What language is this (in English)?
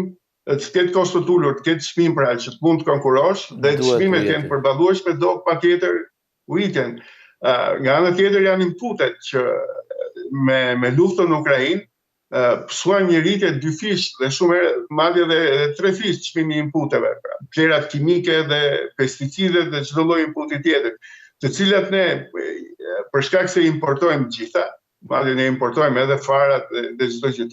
Albanian